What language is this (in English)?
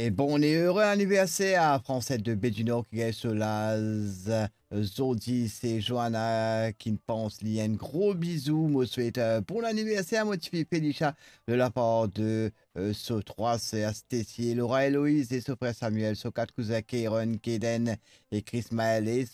Morisyen